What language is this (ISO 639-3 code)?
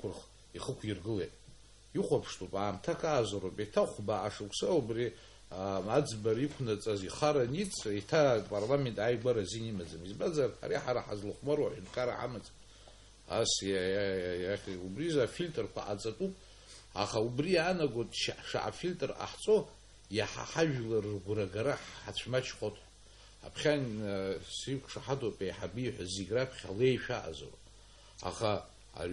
abk